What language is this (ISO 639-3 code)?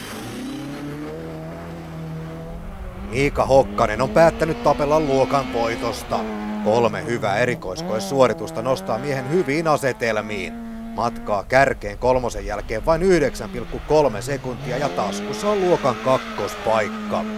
fin